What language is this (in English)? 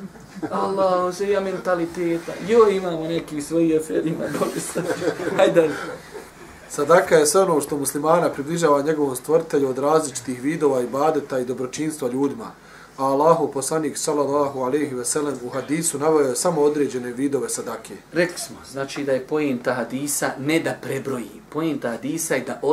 Bosnian